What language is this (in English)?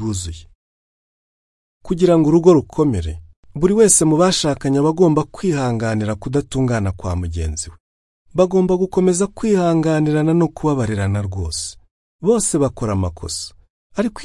Kinyarwanda